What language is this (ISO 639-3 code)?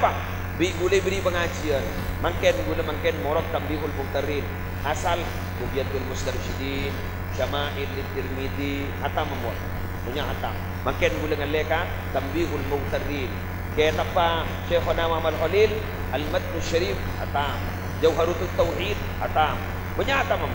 mad